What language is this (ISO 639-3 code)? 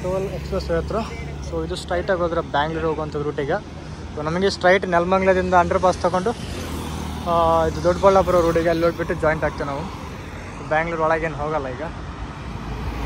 kan